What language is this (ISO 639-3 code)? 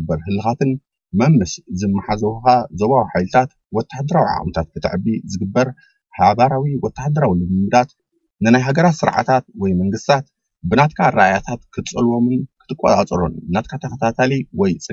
tir